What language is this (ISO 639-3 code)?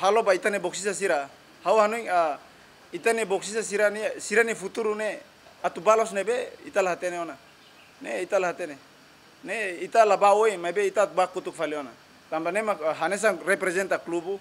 tet